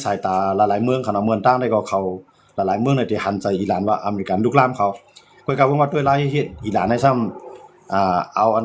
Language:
Shan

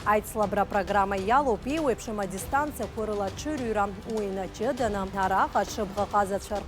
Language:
Abkhazian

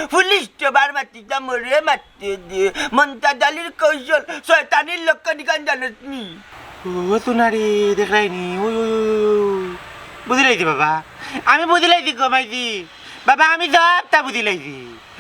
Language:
Sylheti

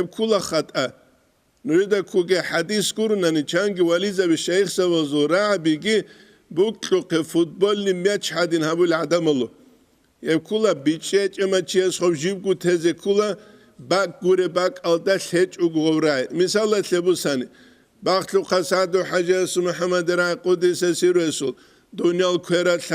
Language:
Avaric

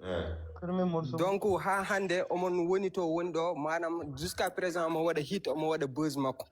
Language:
Fula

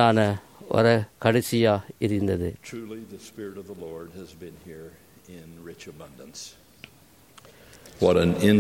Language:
Tamil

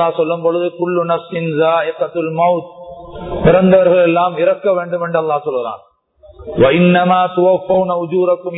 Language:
Tamil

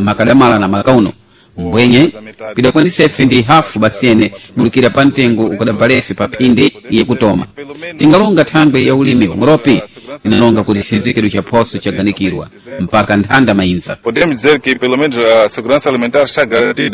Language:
Sena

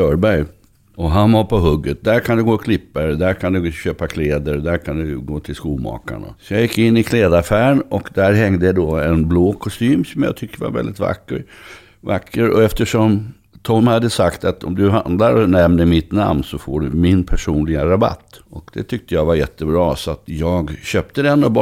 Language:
Swedish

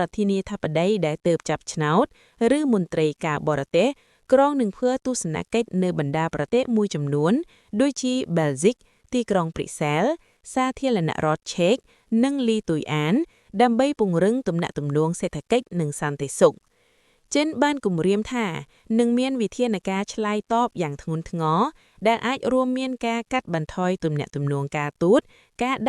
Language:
Khmer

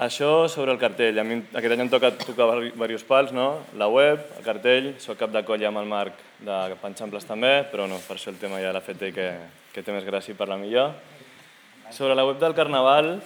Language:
Catalan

